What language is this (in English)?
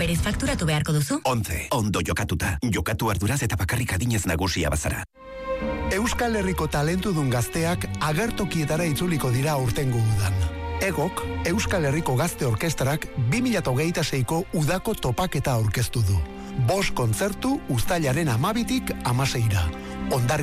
Basque